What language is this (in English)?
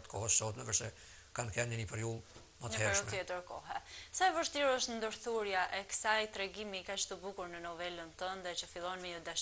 Albanian